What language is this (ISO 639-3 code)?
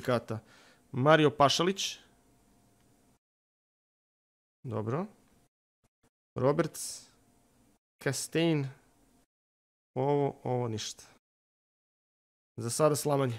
srp